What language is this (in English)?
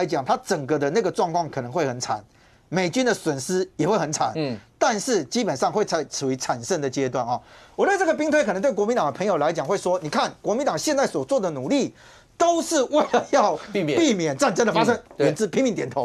Chinese